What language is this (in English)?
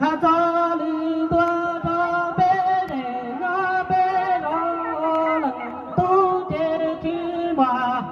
Hmong